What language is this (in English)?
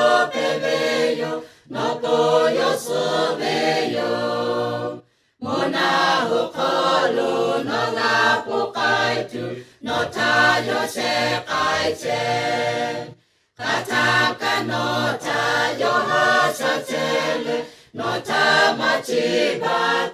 Lahu